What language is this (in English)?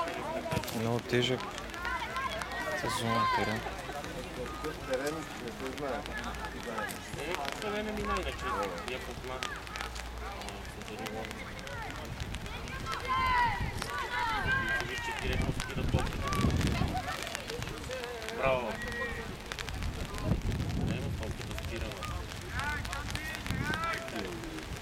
Bulgarian